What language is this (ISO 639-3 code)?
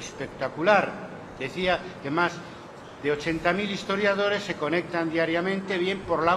spa